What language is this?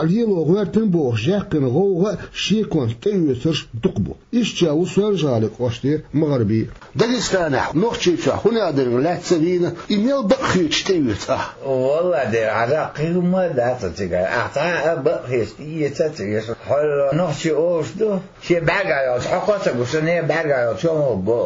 Chechen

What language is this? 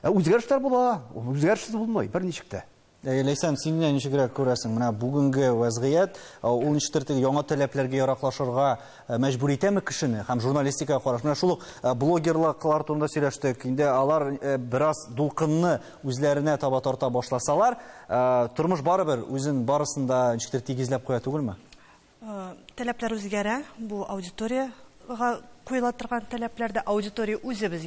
Tatar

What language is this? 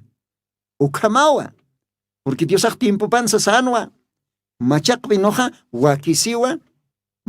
Aymara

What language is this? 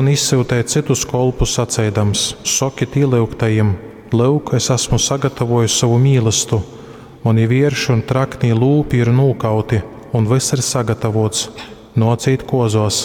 Latgalian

